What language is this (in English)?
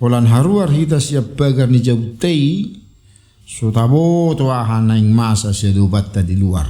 Batak Toba